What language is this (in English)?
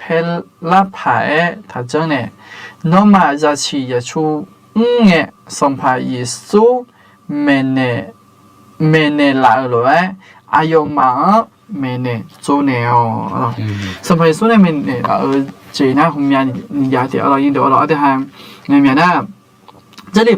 Akha